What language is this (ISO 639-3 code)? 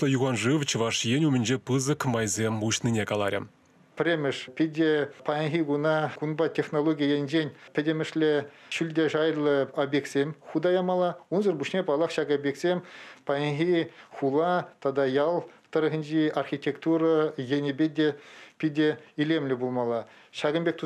chv